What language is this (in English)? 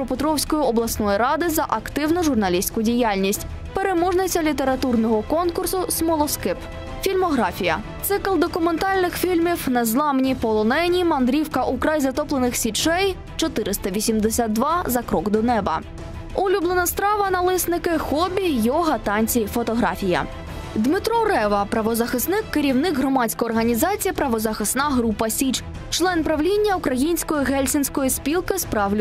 Ukrainian